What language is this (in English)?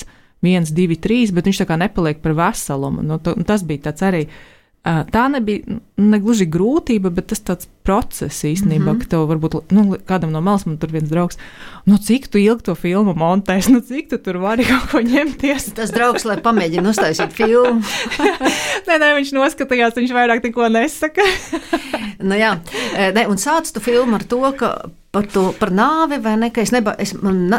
Latvian